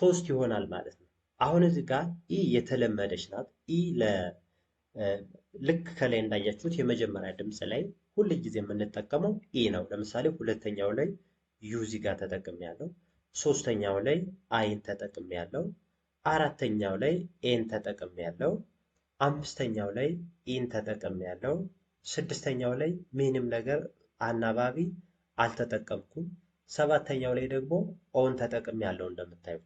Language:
Amharic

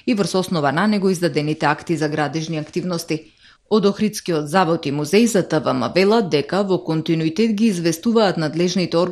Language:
Macedonian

